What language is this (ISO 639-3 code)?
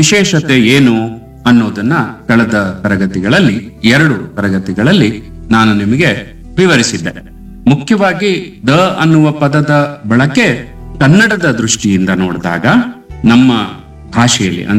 kan